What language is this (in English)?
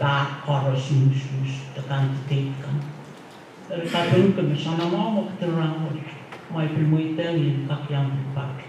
Pohnpeian